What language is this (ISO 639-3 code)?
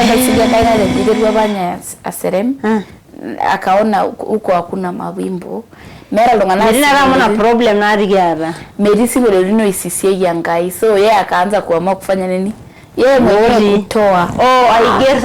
mas